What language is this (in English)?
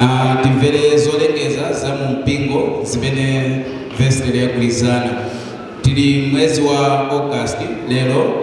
Nyanja